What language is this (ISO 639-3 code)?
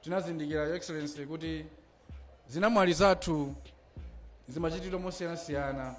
nya